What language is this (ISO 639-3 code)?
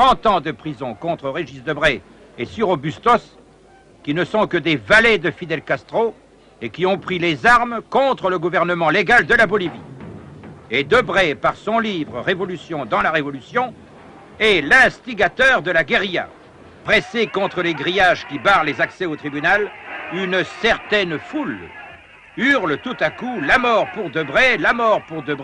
fra